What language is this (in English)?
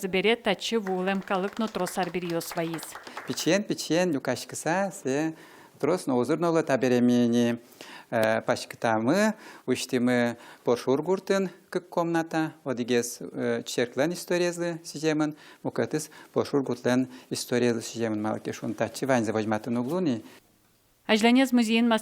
Udmurt